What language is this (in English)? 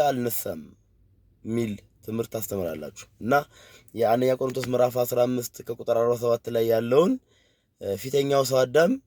Amharic